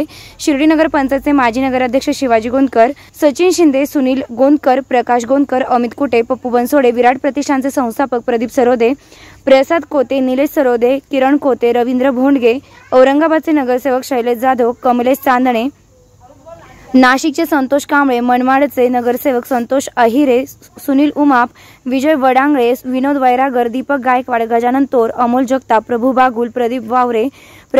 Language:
Marathi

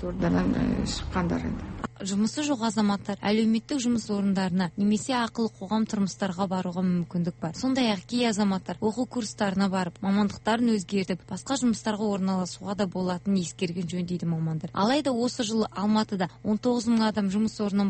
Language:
Kazakh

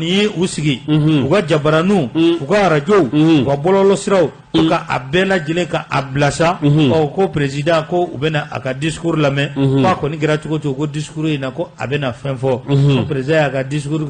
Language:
Bambara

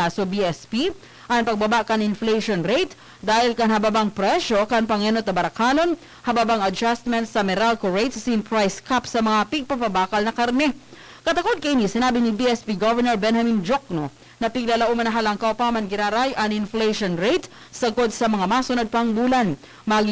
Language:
Bikol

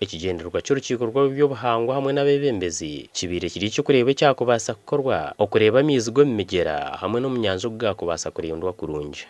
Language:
Nyankole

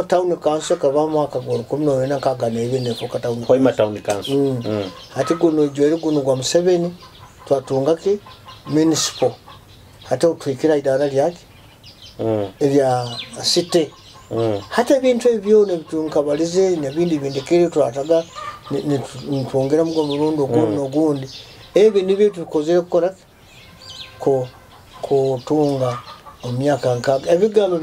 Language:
Nyoro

